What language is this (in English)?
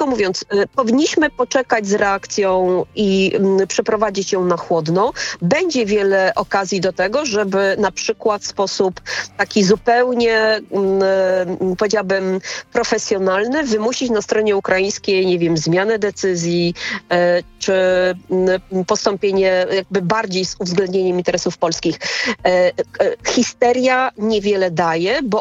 Polish